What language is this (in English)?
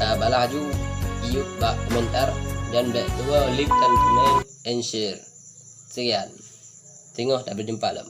Achinese